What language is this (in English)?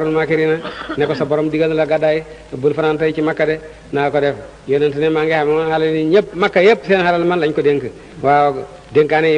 Wolof